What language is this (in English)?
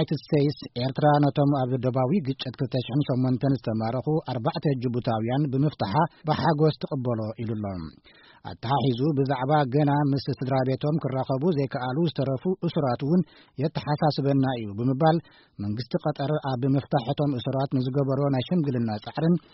Tigrinya